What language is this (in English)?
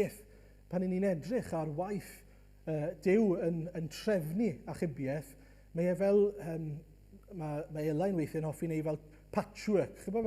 Welsh